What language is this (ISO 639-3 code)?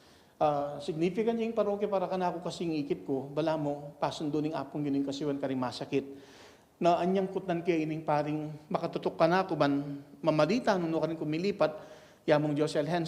pam